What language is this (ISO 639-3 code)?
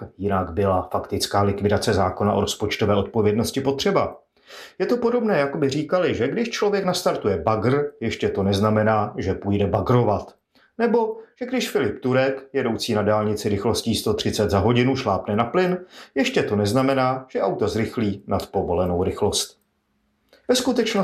ces